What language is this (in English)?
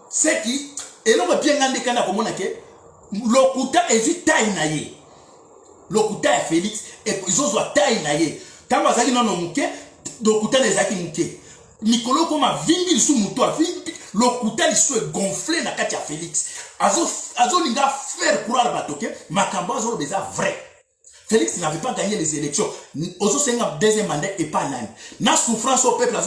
Lingala